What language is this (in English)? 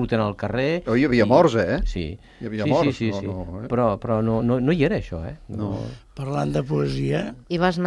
Catalan